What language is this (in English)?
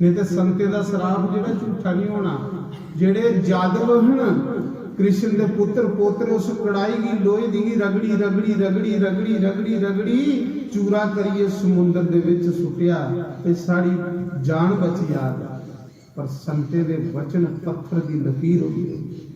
Dogri